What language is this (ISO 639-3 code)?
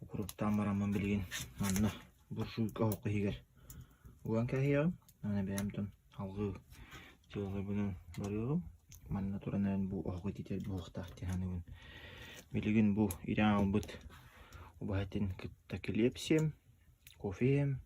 sah